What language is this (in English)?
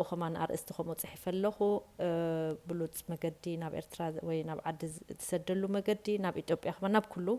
Tigrinya